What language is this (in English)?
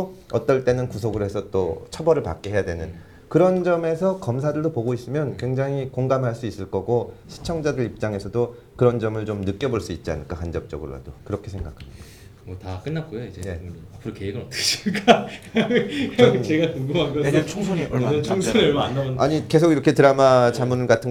Korean